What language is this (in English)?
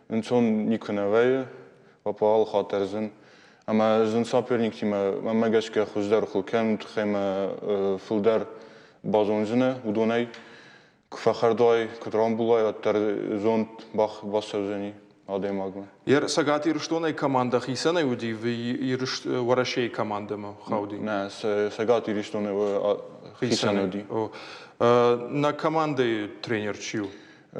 Ossetic